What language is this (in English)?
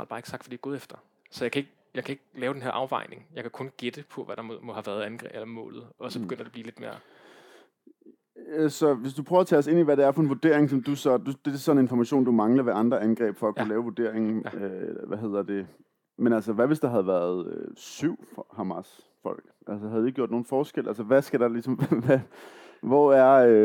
Danish